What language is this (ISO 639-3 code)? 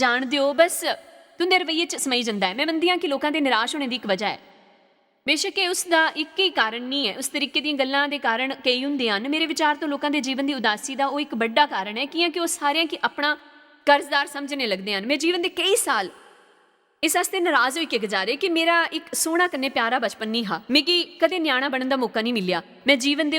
doi